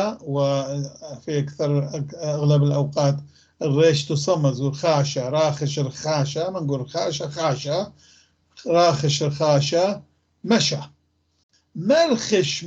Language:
North Levantine Arabic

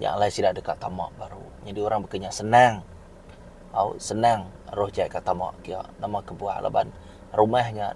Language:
Iban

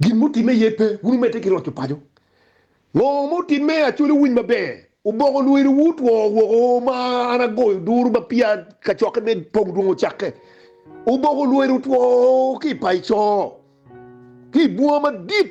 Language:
Acoli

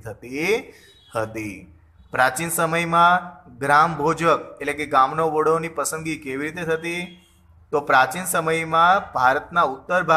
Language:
Gujarati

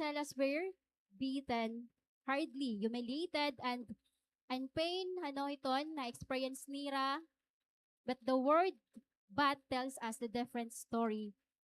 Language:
Waray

